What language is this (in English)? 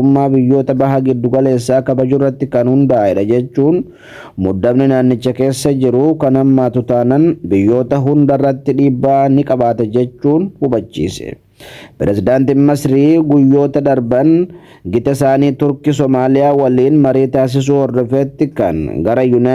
Oromo